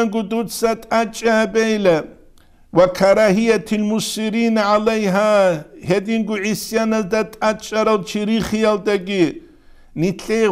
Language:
Avaric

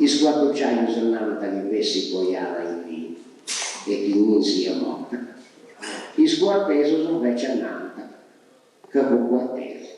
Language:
Sardinian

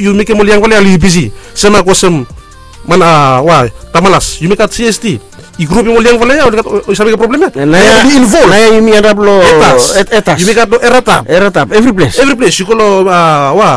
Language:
Bislama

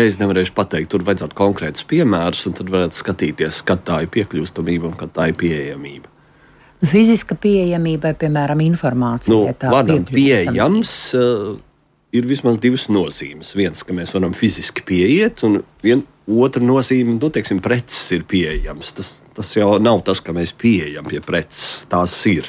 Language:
Latvian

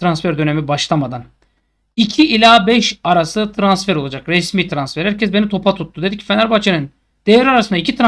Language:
Turkish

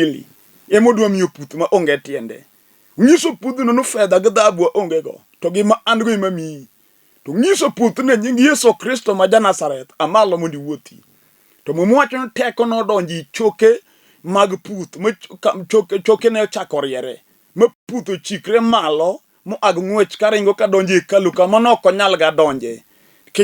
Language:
Luo (Kenya and Tanzania)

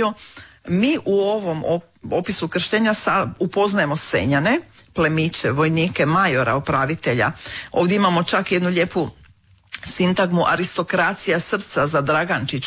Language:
Croatian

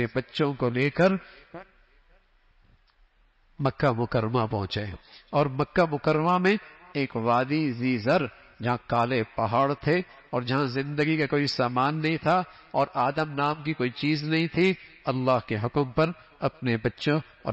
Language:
Urdu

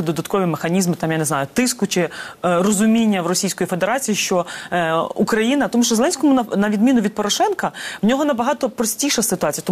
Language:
Ukrainian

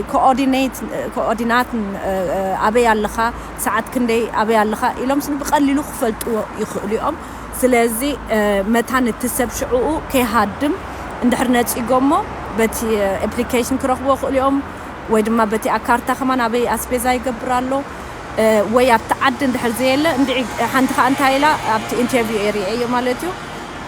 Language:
Tigrinya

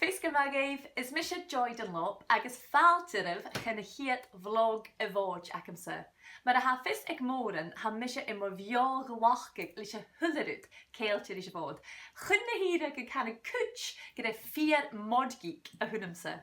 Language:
Scottish Gaelic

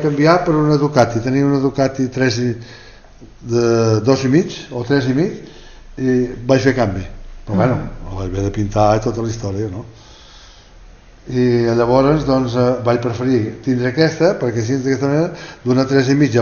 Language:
Catalan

